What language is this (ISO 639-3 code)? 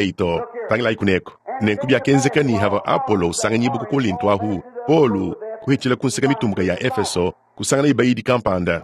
lua